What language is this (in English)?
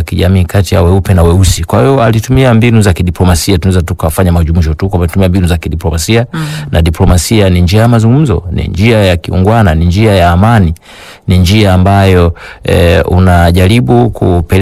Swahili